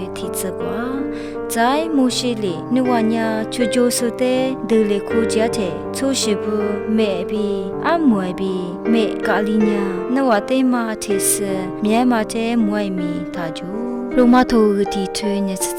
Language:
Lisu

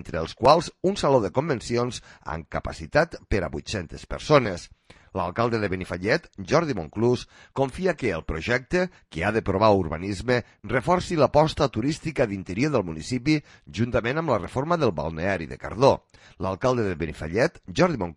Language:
Catalan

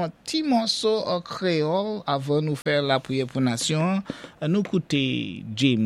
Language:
Saint Lucian Creole French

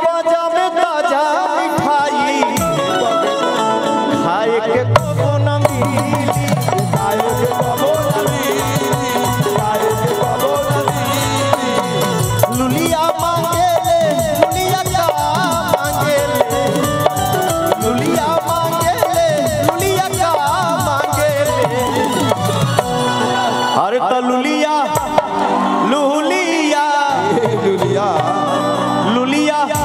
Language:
Bhojpuri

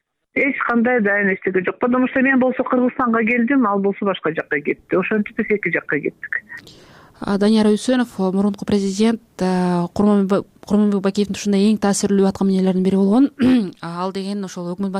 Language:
Kyrgyz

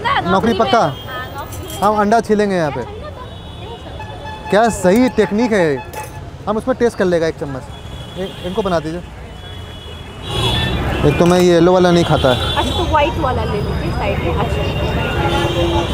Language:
Hindi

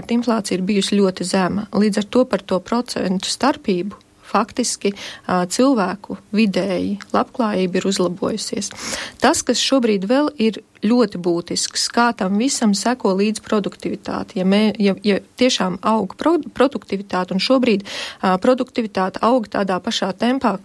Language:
Latvian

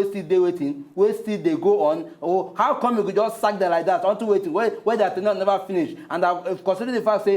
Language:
Nigerian Pidgin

